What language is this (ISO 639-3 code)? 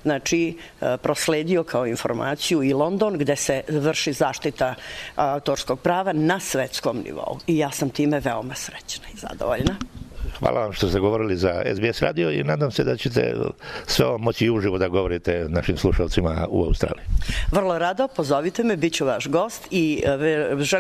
srp